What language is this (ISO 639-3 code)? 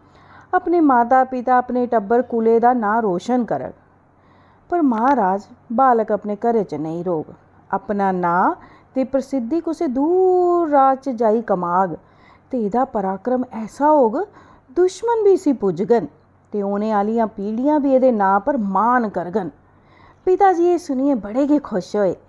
doi